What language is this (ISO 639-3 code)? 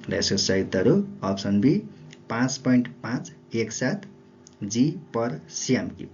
nep